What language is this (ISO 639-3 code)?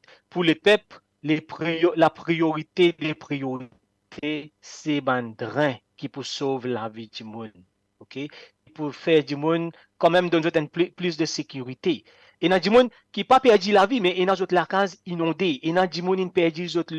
mfe